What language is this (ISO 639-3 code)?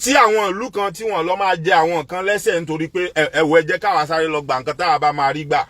yor